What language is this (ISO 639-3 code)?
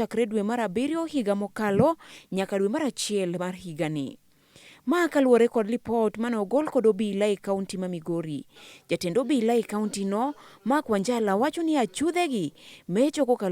luo